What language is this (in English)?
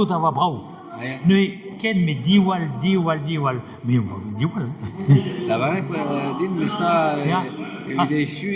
Breton